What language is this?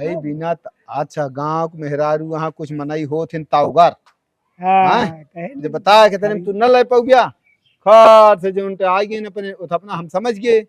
Awadhi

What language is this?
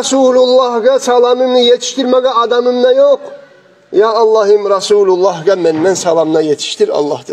Kumyk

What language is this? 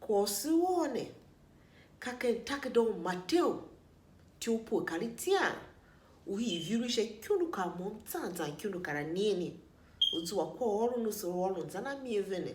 Tiv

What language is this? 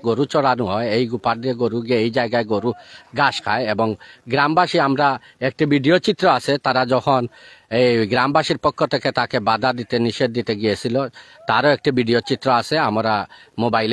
Sylheti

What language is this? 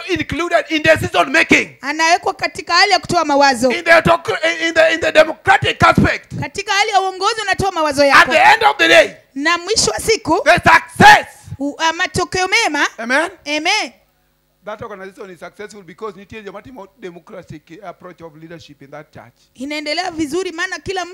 Luo (Kenya and Tanzania)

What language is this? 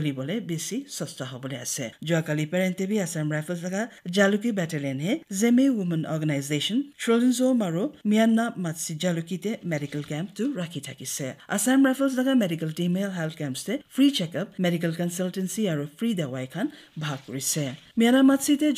Naga Pidgin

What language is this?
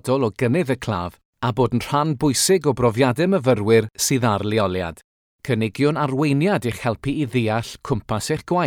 Welsh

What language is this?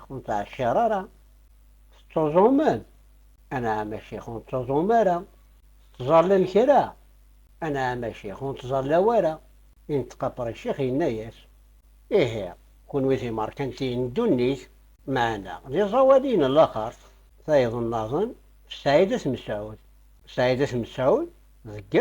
Kabyle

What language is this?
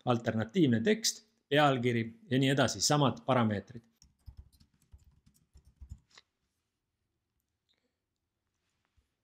Estonian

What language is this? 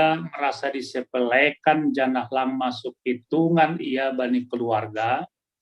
Batak Simalungun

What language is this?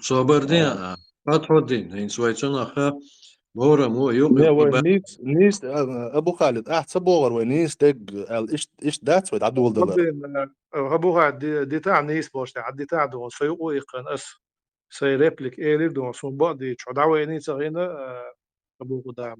Chechen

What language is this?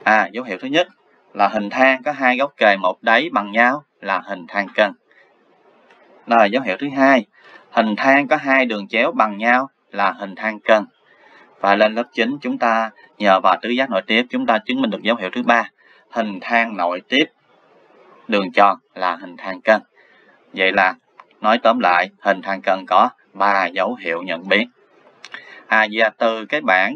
Vietnamese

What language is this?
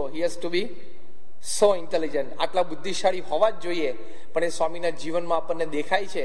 Gujarati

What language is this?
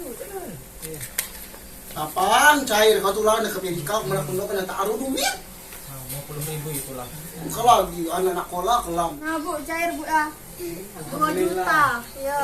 Musi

